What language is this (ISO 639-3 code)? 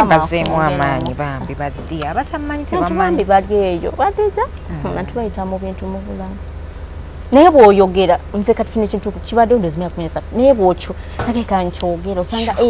lug